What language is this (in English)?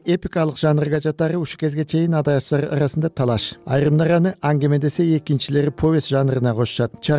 Kyrgyz